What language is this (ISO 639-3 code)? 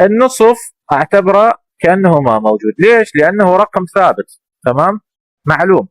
acm